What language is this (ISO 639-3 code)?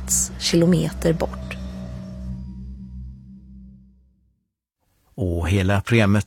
swe